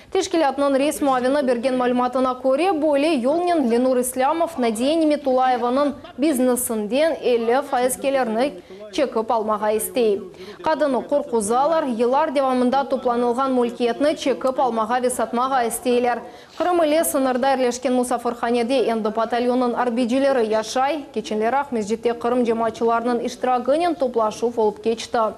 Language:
Crimean Tatar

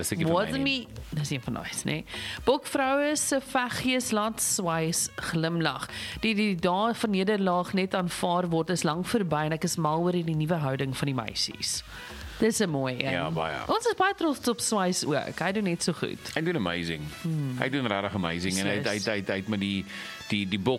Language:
Afrikaans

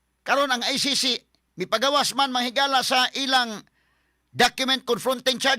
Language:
Cebuano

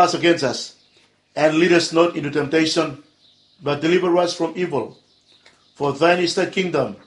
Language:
Bislama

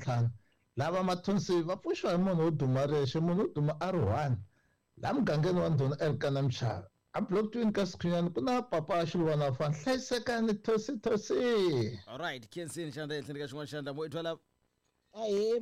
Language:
Tsonga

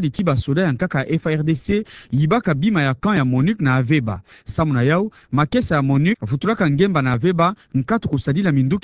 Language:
Kituba (Democratic Republic of Congo)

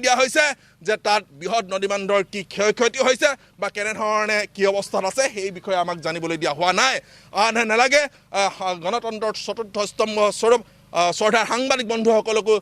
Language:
Assamese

